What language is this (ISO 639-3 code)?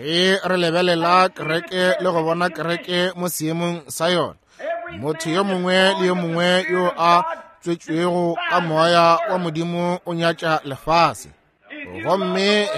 nso